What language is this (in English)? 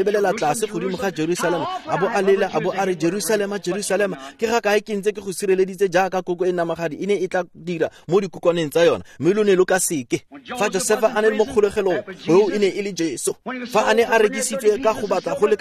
Tswana